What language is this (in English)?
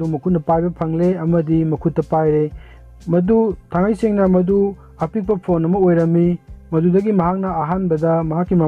Manipuri